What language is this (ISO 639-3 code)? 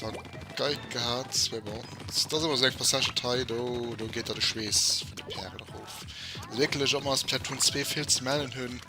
ltz